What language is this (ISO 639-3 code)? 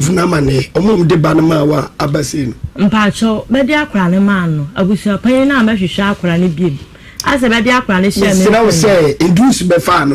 aka